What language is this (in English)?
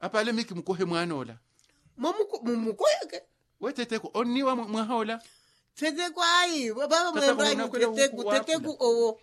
Makhuwa